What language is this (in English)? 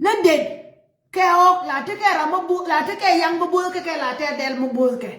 Nuer